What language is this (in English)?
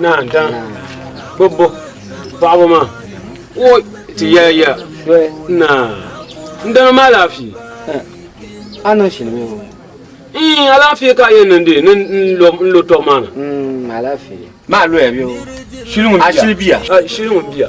Dagbani